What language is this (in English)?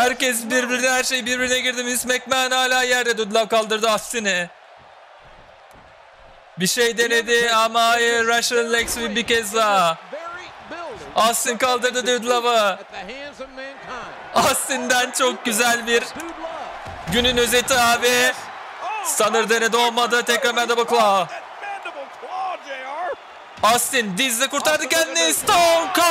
Turkish